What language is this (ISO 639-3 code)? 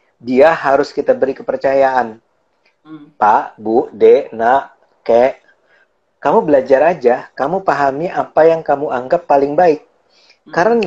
ind